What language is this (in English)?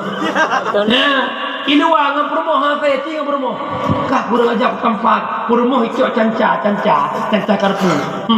Achinese